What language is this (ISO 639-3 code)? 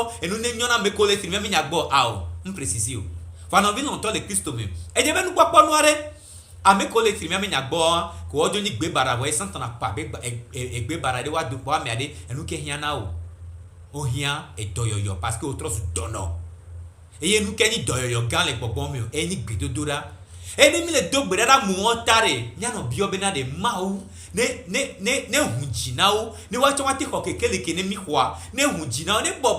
gej